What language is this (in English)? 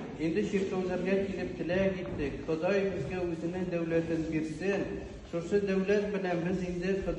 Tatar